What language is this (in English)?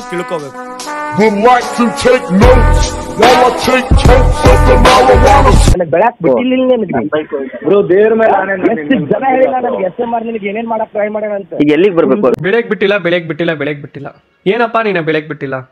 Kannada